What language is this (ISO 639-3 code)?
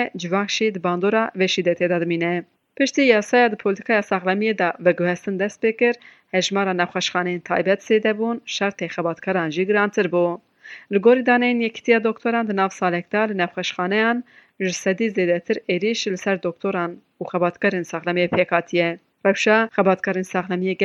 kur